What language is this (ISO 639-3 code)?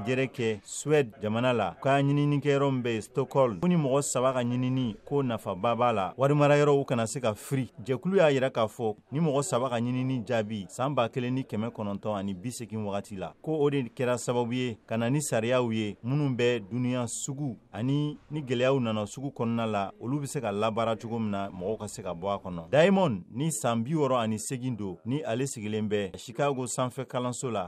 bam